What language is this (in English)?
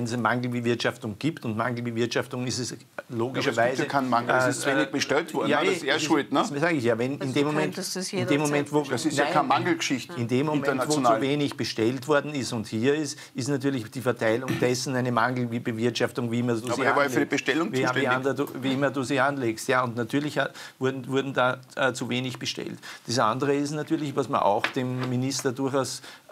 German